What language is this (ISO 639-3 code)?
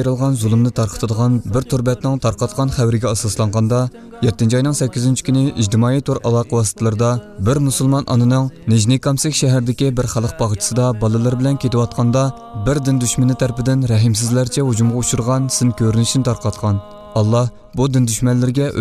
uig